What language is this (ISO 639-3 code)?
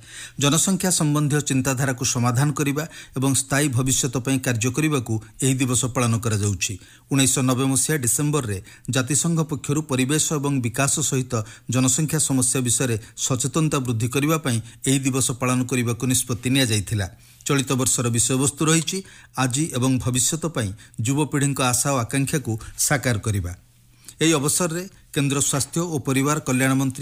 ori